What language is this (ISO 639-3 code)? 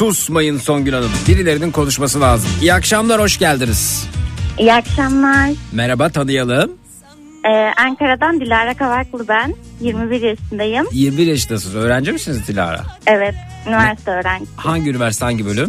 tur